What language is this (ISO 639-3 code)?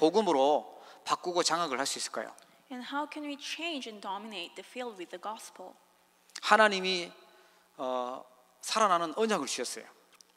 kor